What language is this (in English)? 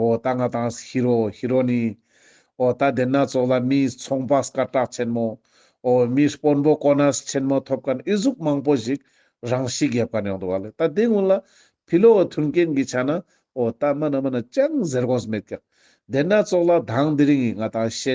Ladakhi